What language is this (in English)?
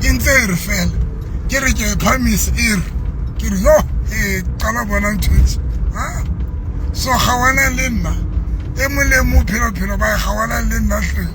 Southern Sotho